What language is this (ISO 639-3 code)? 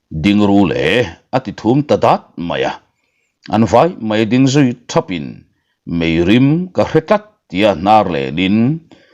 lus